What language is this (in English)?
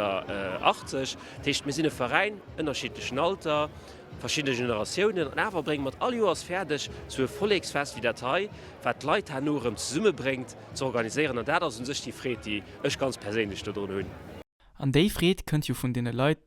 Luxembourgish